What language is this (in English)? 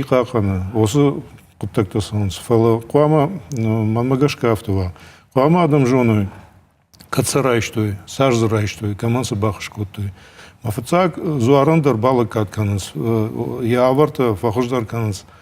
Ossetic